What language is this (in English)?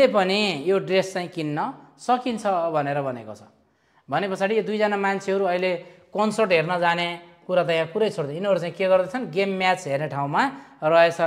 Nepali